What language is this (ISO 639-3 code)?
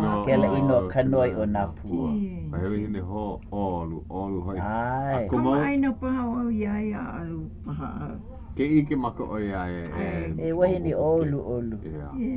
haw